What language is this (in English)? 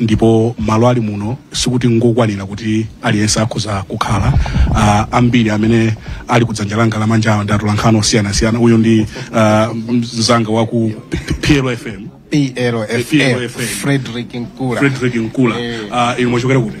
Nyanja